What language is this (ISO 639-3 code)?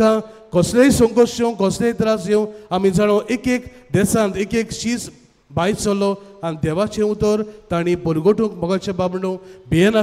kok